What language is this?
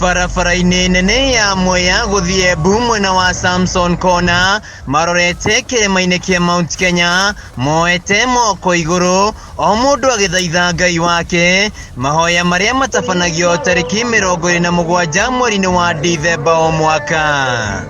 Kikuyu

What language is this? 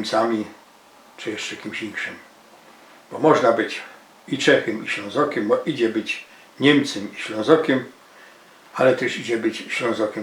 Silesian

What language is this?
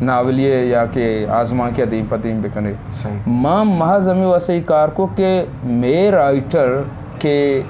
Eastern Balochi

